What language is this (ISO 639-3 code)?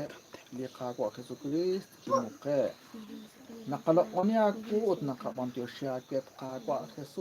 kek